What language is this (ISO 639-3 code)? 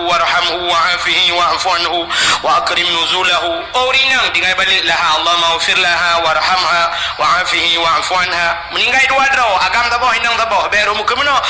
ace